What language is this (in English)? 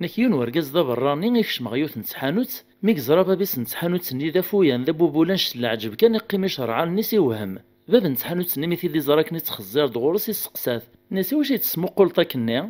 Kabyle